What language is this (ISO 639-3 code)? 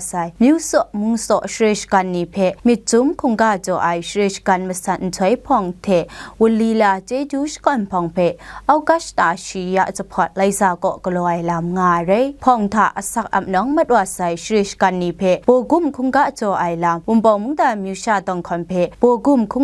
kac